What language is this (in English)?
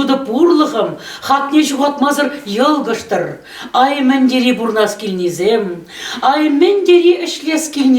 Chuvash